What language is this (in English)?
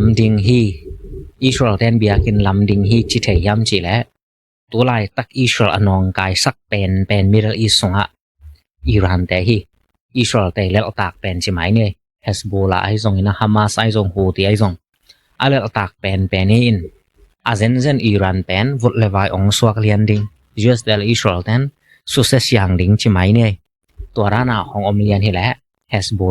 Tedim Chin